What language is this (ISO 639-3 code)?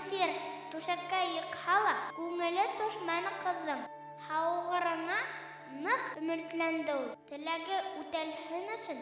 bak